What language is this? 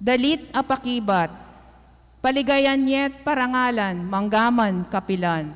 Pampanga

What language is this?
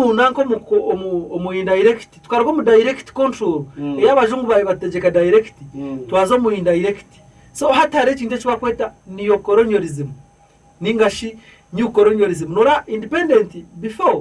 Nyankole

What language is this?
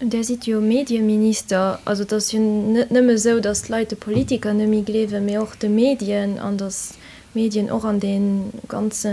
Luxembourgish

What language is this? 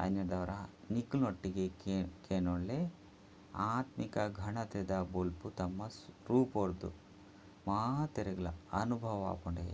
Tulu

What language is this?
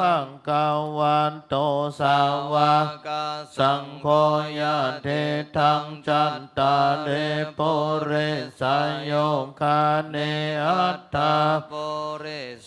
Pali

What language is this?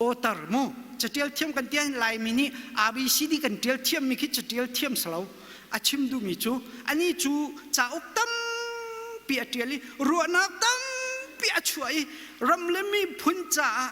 Hakha Chin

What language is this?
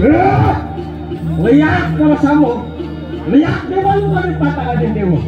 Balinese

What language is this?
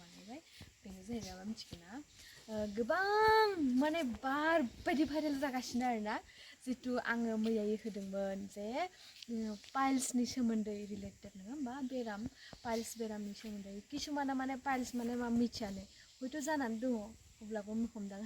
Bodo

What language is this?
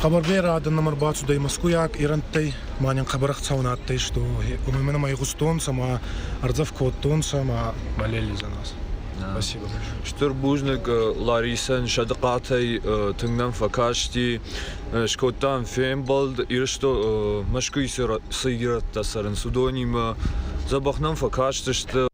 Ossetic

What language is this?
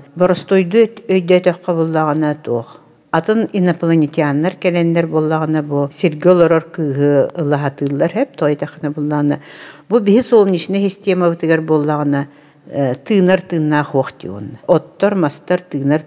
Yakut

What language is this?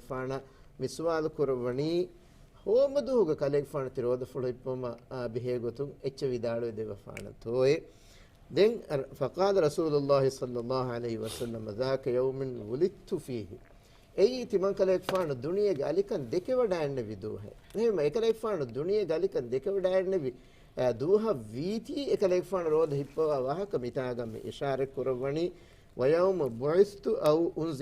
Divehi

